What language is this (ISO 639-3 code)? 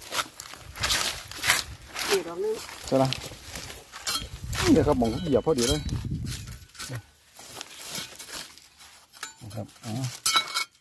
tha